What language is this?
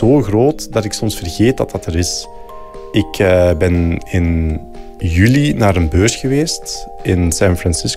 Dutch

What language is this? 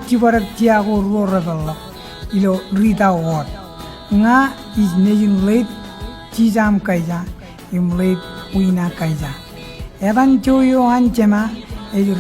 Marshallese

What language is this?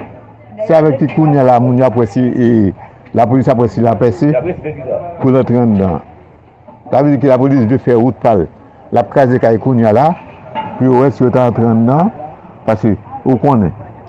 Haitian Creole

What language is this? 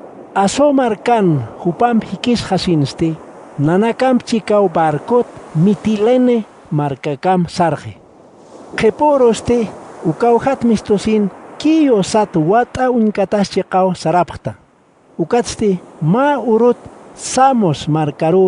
Aymara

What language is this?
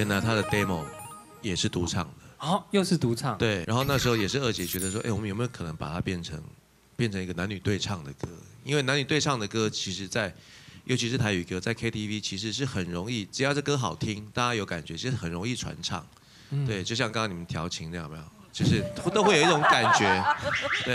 Chinese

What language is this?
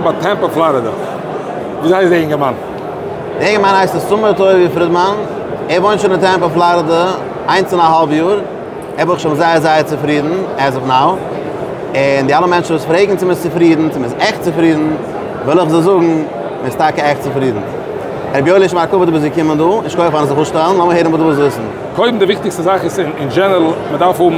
Yiddish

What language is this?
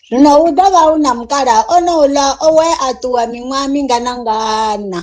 Venda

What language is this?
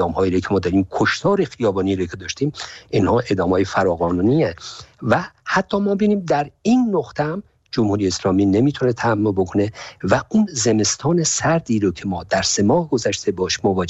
Persian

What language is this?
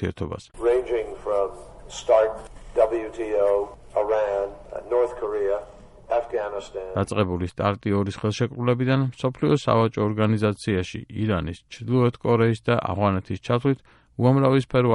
Georgian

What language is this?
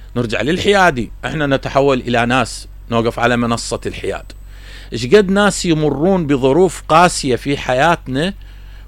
Mesopotamian Arabic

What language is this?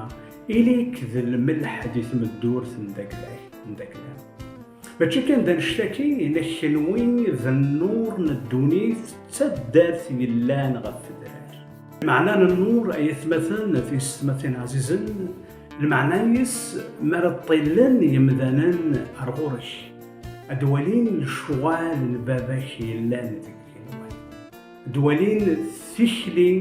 Kabyle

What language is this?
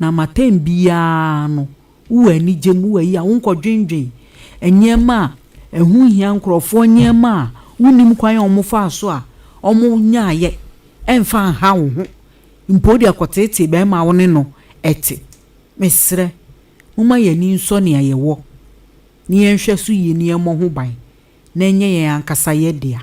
Akan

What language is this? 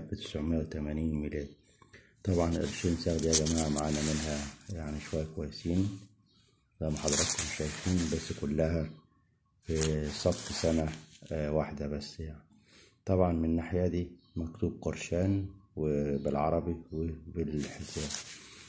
Egyptian Arabic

